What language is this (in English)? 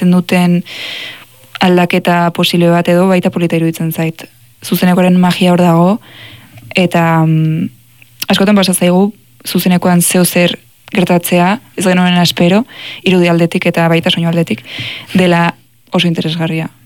Basque